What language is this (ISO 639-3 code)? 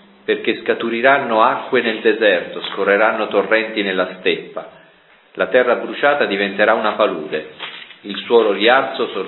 ita